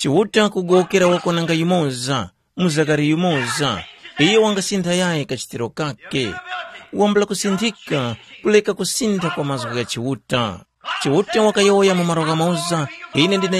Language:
Tumbuka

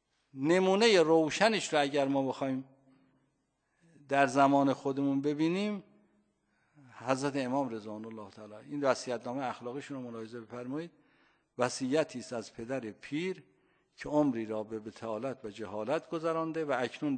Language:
Persian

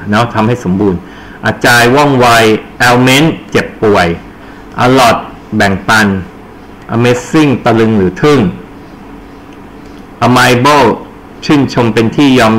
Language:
Thai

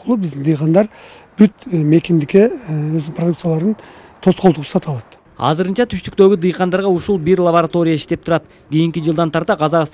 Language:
Kyrgyz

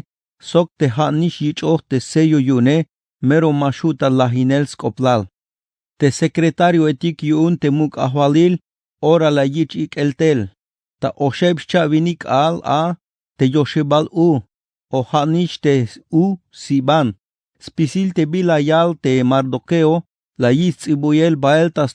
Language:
Tzeltal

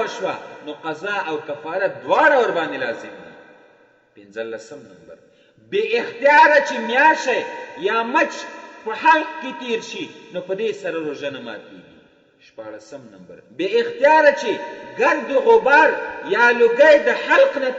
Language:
Pashto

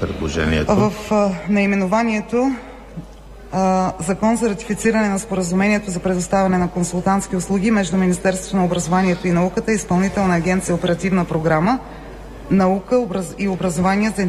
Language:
Bulgarian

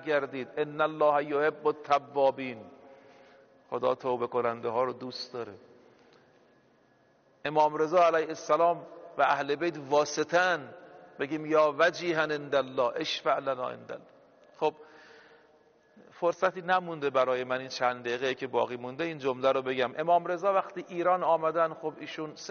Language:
Persian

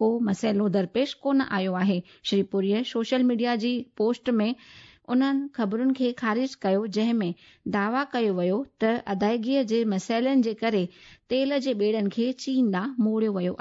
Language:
Sindhi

